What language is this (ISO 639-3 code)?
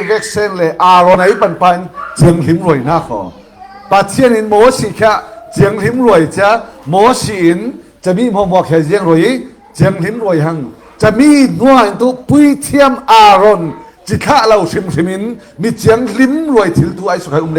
cfm